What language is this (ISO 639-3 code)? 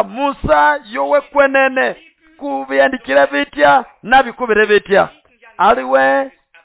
nnb